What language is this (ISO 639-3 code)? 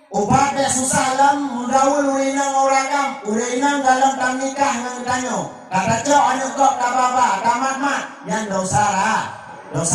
ace